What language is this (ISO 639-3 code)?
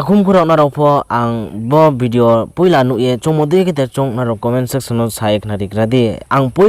ria